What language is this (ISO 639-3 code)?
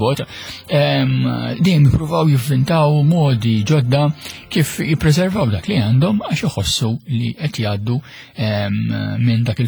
mlt